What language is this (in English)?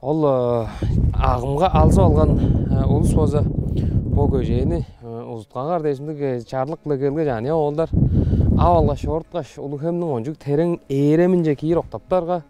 Tuvinian